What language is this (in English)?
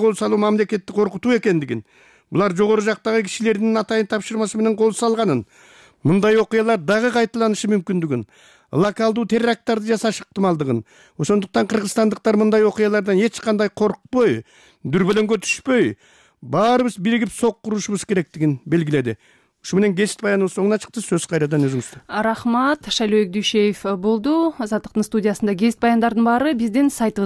Kyrgyz